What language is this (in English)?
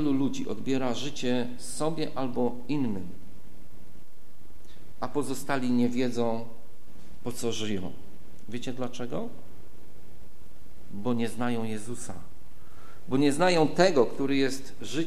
Polish